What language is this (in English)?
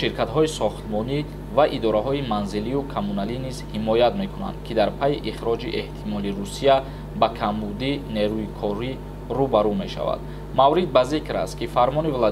Tajik